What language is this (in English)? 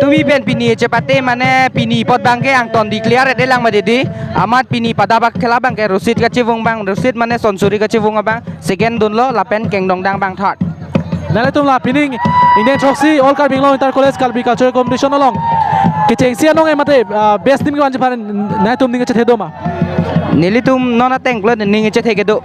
Karbi